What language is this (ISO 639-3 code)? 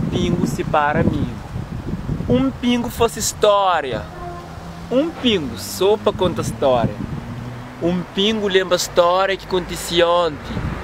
kea